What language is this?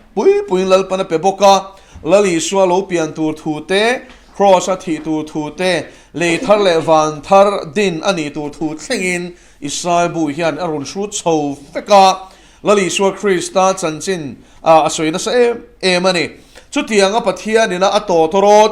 Mizo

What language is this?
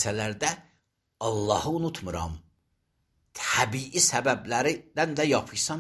Azerbaijani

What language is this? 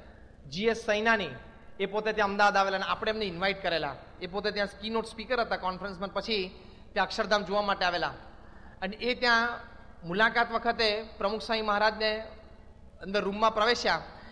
Gujarati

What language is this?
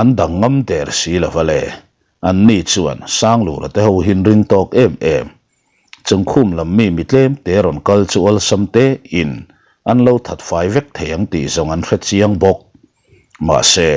Mizo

